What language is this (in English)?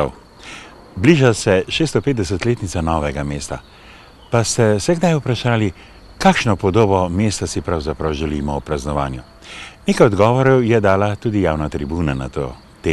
Slovenian